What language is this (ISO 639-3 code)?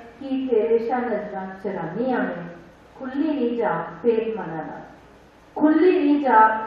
doi